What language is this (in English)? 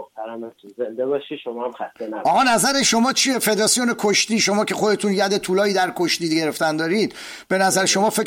Persian